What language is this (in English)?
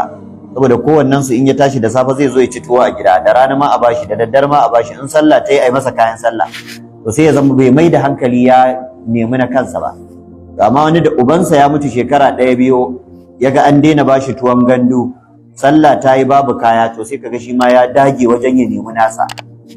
Hausa